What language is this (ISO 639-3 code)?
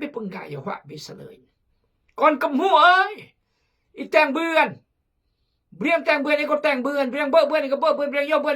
kjg